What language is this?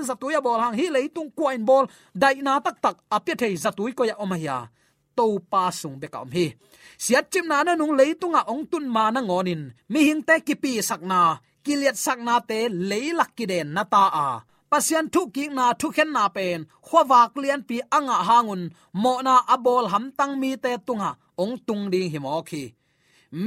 Tedim Chin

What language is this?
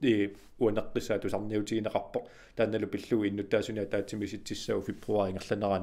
Kalaallisut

